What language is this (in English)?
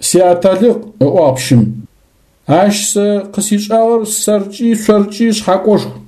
Adyghe